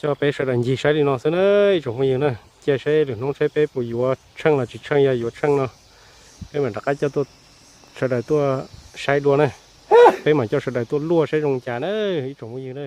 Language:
Hmong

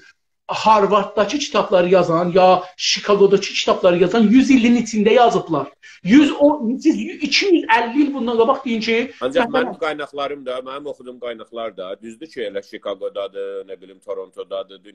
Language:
South Azerbaijani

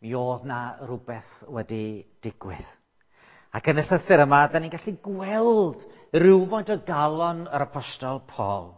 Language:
Welsh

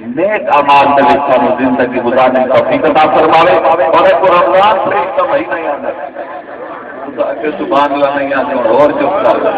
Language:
Saraiki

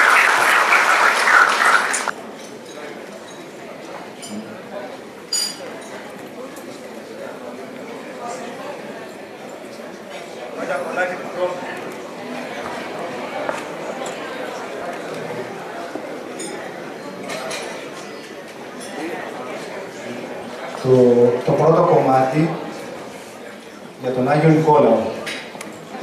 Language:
Greek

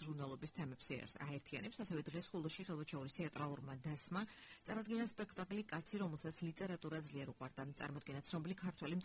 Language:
Georgian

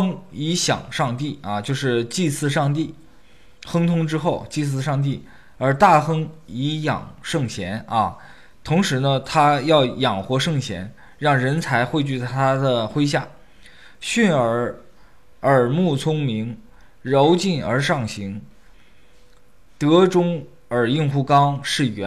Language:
Chinese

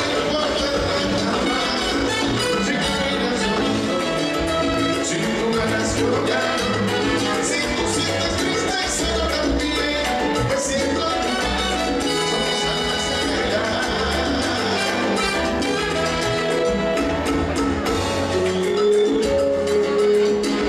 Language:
Spanish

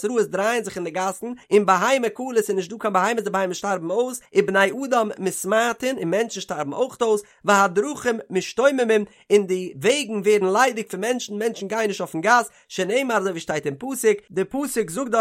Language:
Yiddish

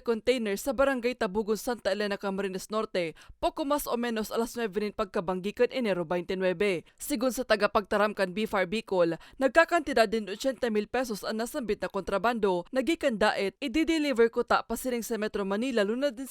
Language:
Bikol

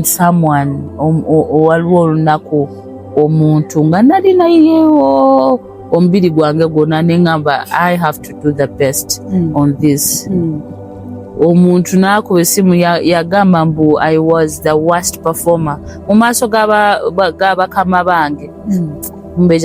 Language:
Ganda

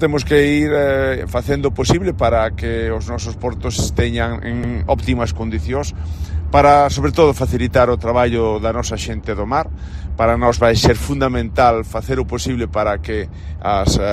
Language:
Galician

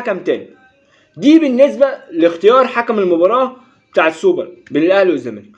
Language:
Egyptian Arabic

